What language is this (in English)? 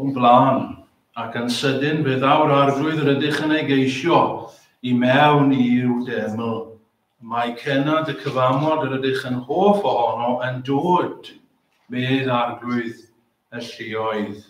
Welsh